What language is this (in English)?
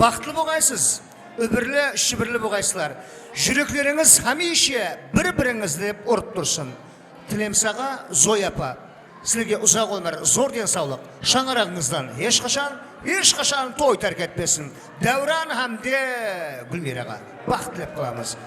Kara-Kalpak